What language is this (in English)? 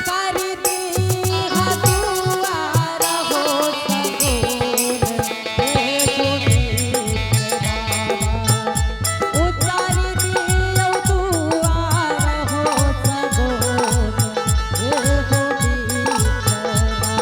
Angika